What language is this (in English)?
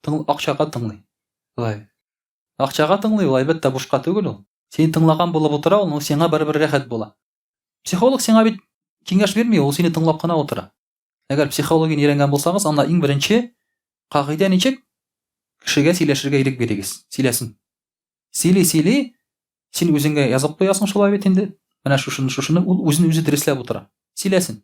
Tatar